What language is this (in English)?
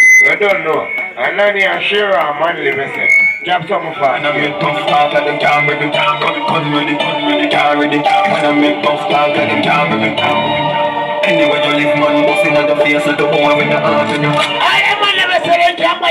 Jamaican Creole English